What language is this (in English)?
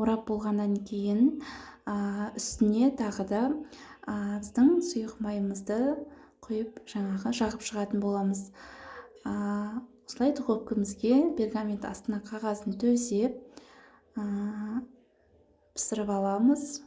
Kazakh